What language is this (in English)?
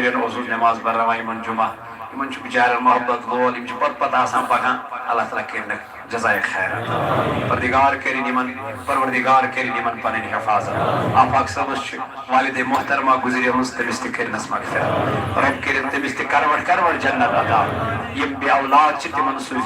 Kashmiri